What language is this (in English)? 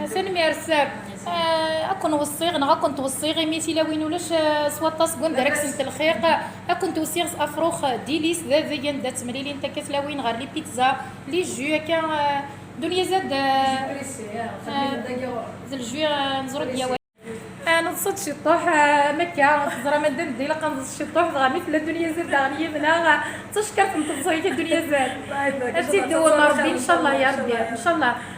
Kabyle